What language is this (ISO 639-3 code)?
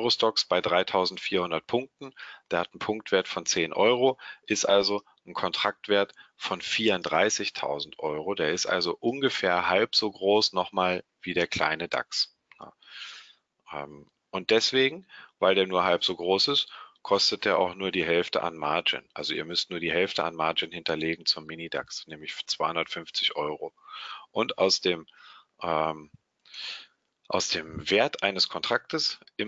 deu